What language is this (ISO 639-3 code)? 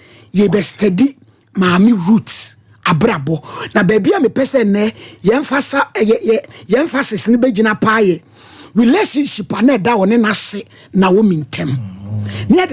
aka